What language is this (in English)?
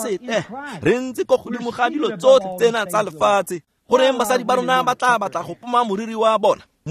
Tswana